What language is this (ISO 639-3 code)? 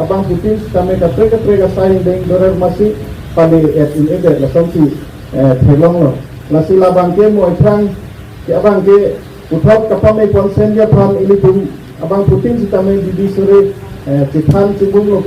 mjw